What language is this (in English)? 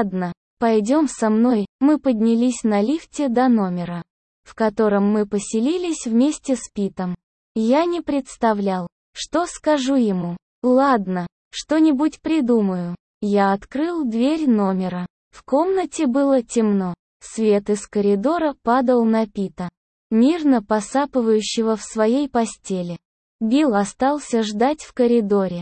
Russian